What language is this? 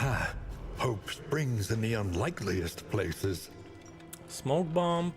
Rusyn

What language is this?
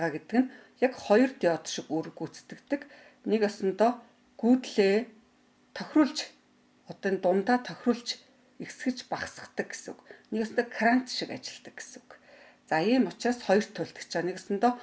Mongolian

